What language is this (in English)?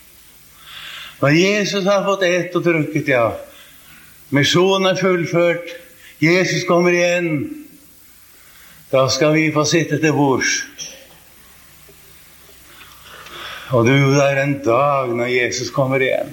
Norwegian